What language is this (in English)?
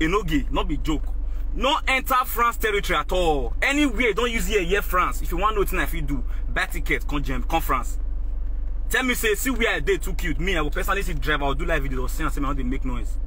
Nigerian Pidgin